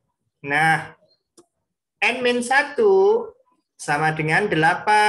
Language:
Indonesian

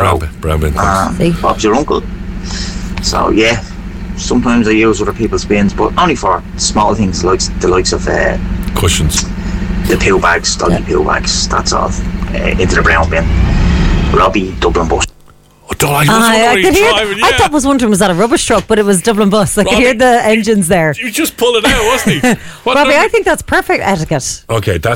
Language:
English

